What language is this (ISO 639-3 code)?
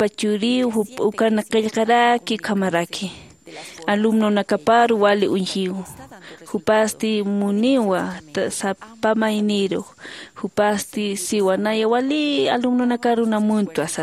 aym